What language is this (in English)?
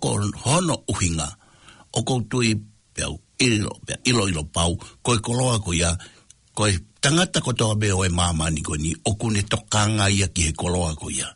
Tongan